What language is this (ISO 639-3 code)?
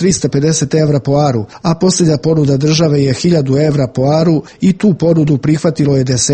srp